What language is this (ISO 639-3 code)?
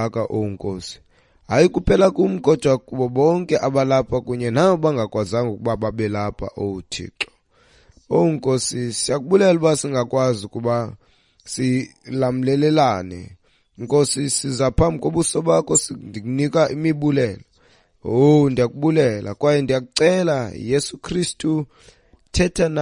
xho